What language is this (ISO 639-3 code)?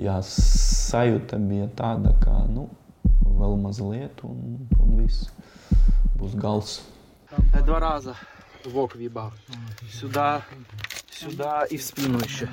lav